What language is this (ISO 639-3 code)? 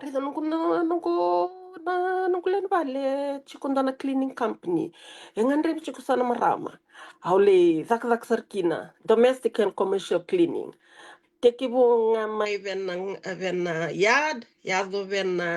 fij